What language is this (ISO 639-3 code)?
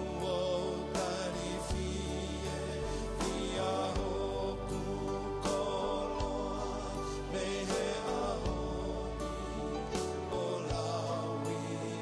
ton